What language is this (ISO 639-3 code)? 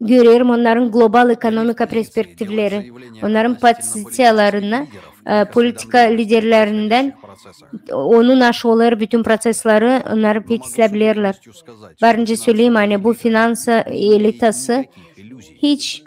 gag